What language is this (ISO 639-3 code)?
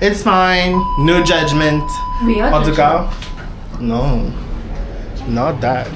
mfe